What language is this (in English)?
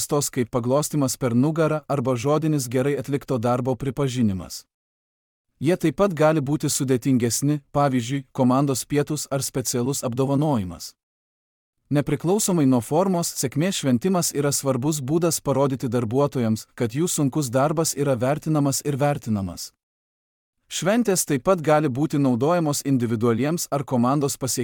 Lithuanian